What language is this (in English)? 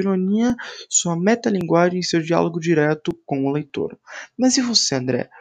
Portuguese